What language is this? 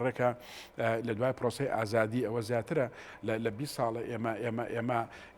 Central Kurdish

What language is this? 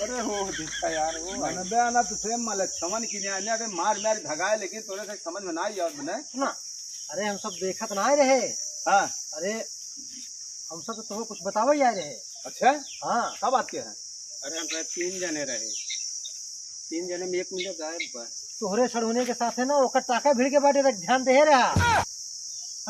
Awadhi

